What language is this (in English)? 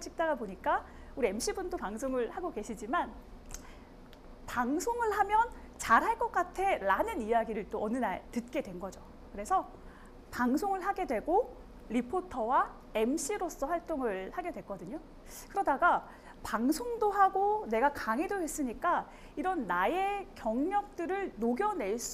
Korean